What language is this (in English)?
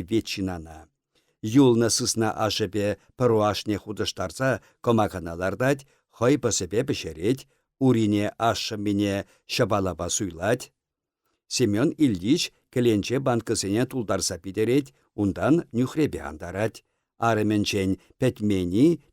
Chuvash